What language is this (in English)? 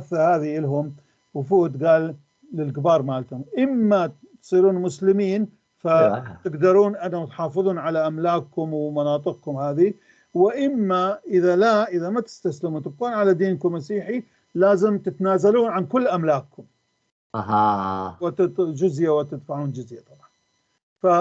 North Levantine Arabic